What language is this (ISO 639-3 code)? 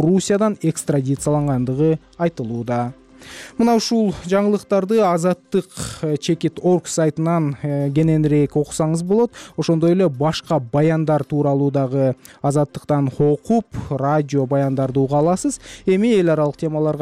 kir